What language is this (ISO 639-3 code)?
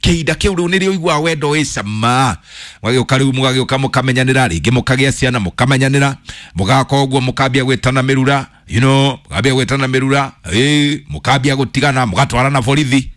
kik